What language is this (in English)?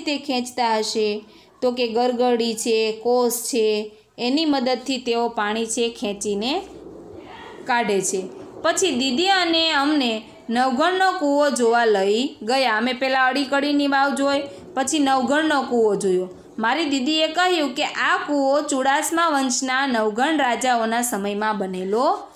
Gujarati